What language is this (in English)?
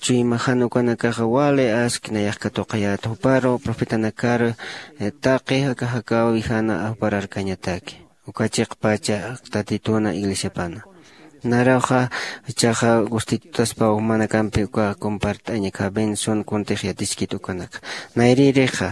Aymara